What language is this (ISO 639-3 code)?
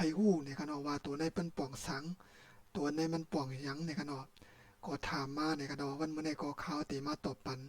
shn